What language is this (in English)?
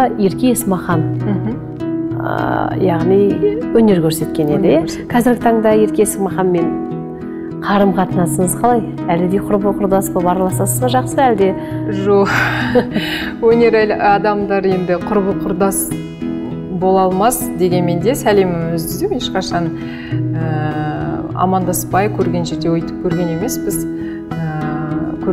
Kazakh